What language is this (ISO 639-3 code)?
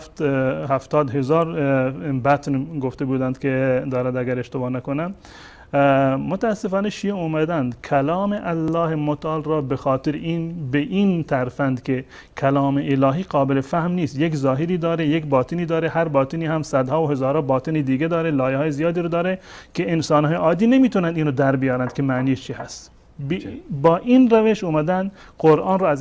fas